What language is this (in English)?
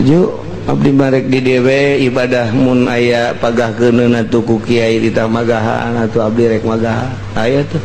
Sundanese